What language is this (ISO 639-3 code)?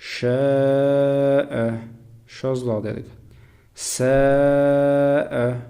che